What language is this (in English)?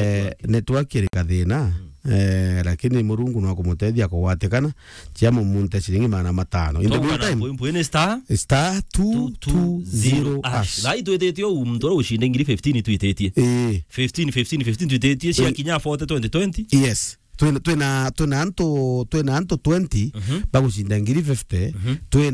Meru